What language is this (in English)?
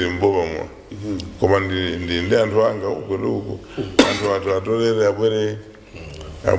Nyanja